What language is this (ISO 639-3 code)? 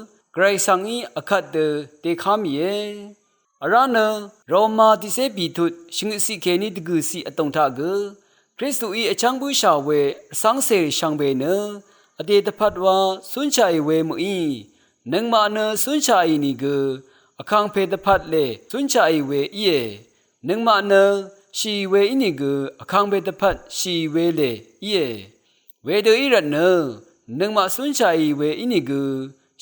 raw